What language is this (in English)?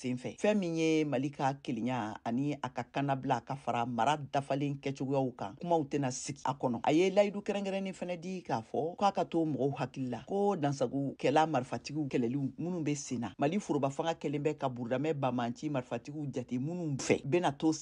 Bambara